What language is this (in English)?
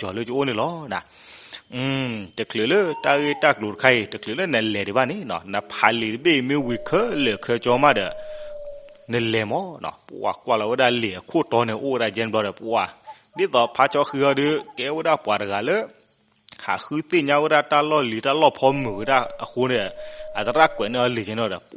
S'gaw Karen